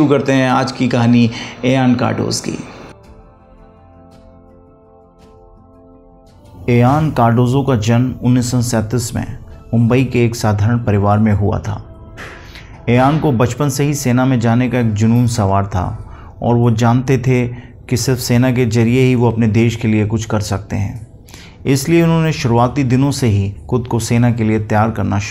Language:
Hindi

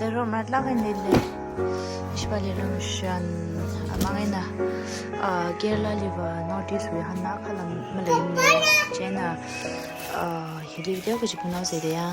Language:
Tangkhul Naga (India)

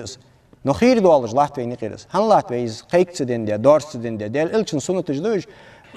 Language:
Ingush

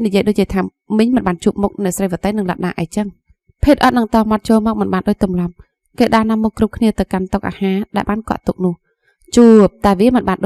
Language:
Khmer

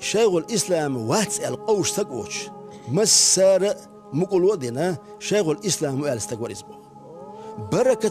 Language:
Chechen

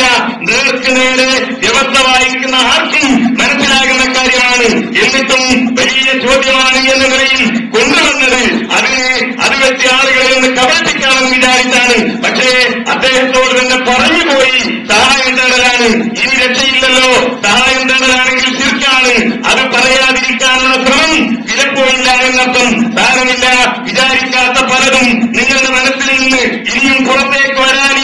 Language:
Malayalam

